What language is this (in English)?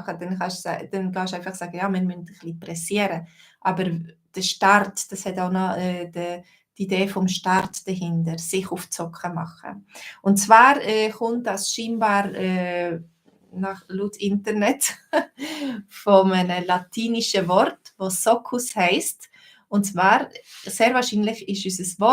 Swiss German